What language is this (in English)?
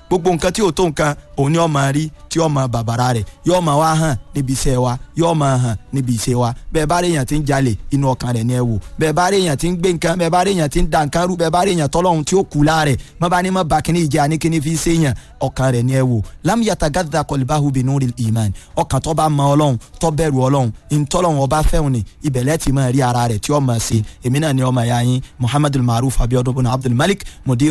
Yoruba